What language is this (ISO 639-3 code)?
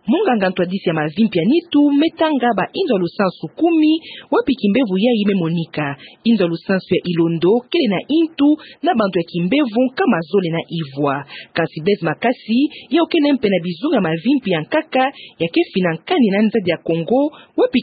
ktu